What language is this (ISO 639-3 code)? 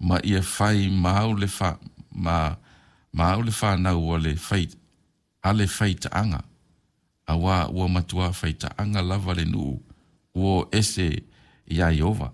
smo